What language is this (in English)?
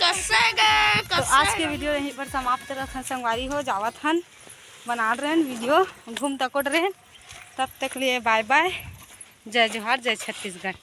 Chhattisgarhi